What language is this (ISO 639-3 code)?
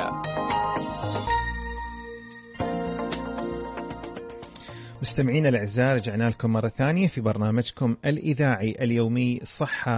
ara